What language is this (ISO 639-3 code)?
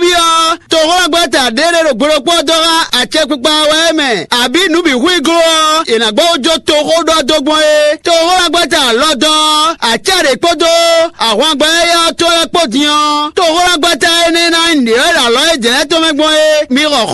fon